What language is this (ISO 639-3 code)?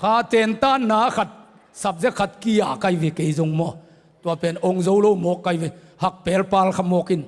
ctd